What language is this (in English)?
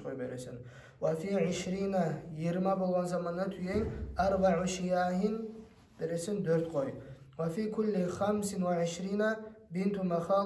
Kumyk